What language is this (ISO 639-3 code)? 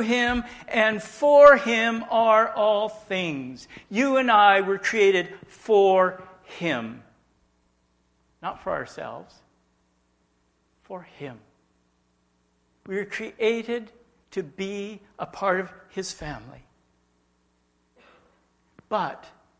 eng